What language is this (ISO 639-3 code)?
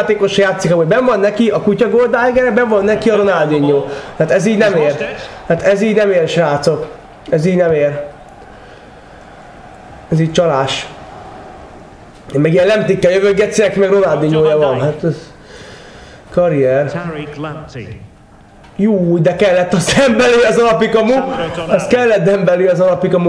hun